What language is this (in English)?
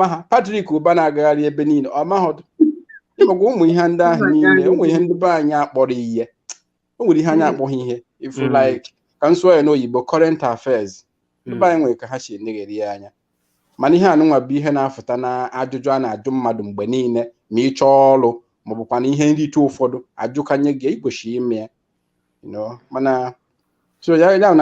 Igbo